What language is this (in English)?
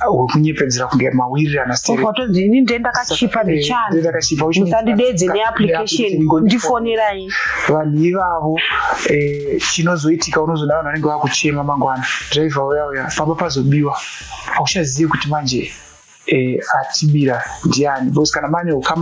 Shona